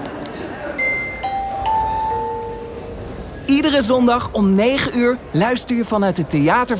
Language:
Dutch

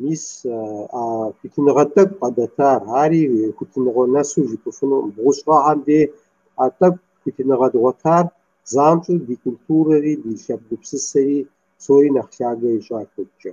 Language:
Kabardian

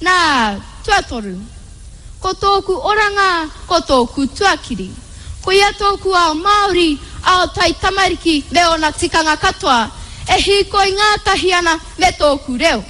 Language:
Māori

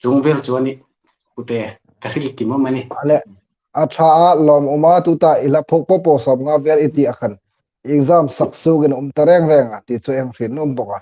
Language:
Hmar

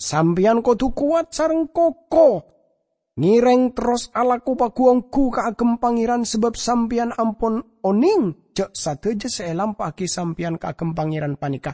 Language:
Madurese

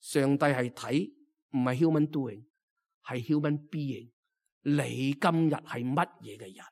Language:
Cantonese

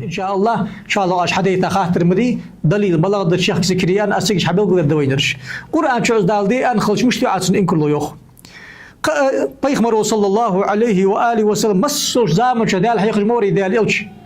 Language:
Ingush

